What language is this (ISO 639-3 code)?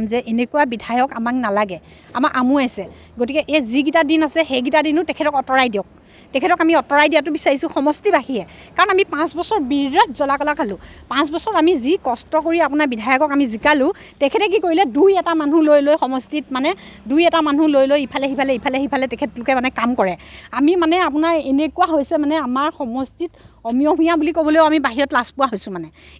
asm